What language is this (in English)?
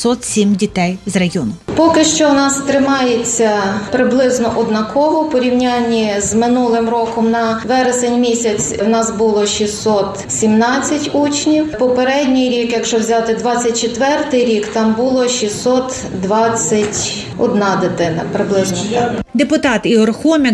Ukrainian